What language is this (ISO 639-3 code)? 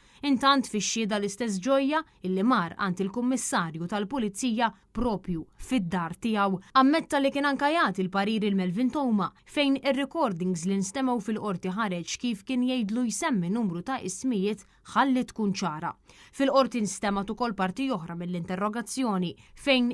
mlt